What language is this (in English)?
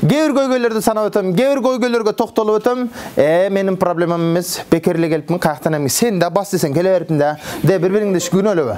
Kyrgyz